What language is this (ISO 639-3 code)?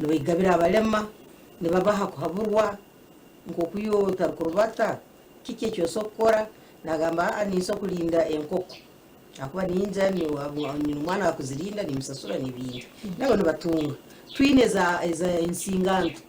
nyn